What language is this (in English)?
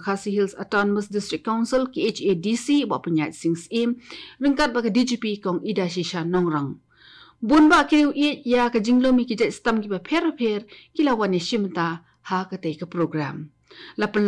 Khasi